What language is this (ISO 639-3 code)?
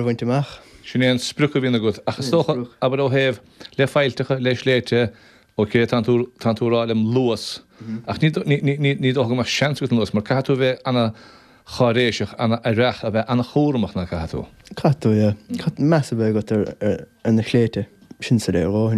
gle